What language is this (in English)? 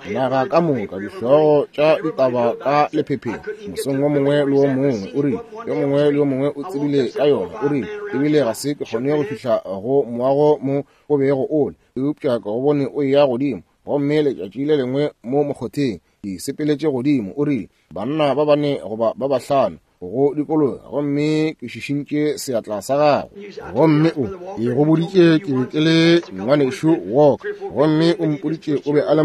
Northern Sotho